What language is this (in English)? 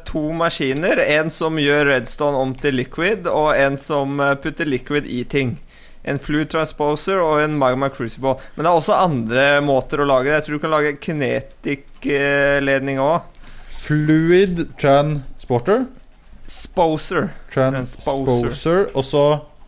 Norwegian